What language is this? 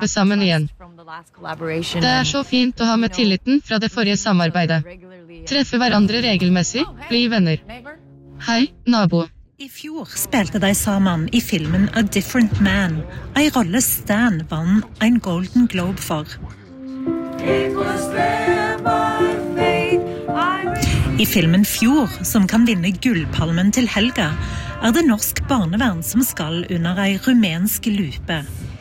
Norwegian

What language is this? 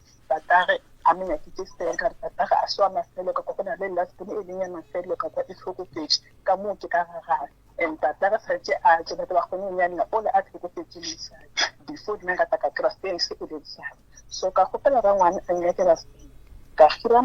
Northern Sotho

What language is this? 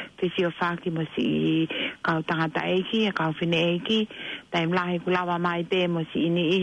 Tongan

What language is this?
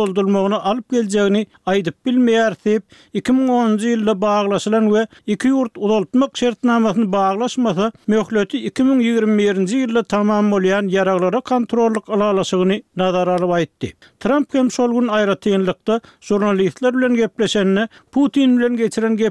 Turkmen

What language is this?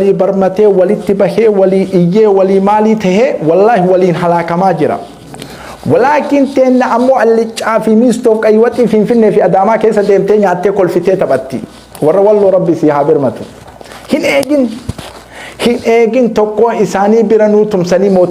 Oromo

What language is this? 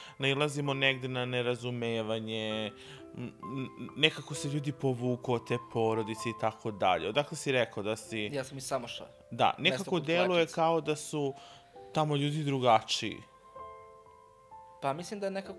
Serbian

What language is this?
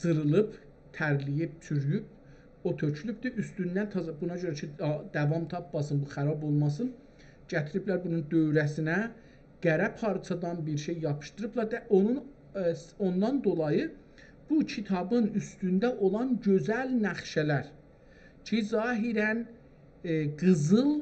South Azerbaijani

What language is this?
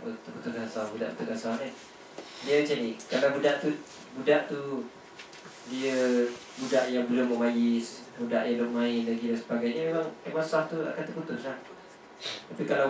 Malay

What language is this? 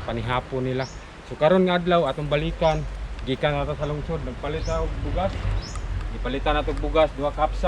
Cebuano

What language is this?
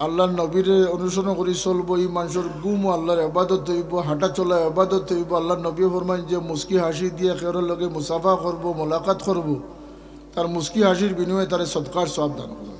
Sylheti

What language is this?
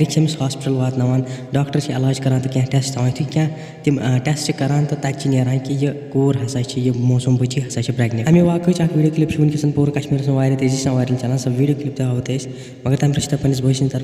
Kashmiri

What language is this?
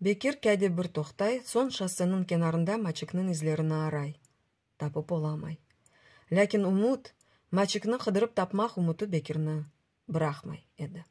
Crimean Tatar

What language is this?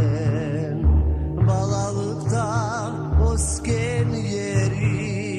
Crimean Tatar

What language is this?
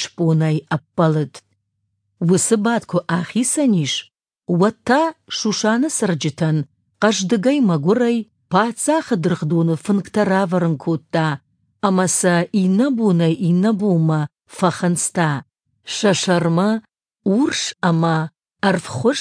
Ossetic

